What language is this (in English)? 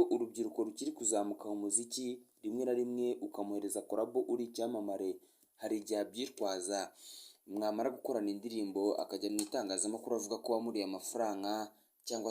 Kinyarwanda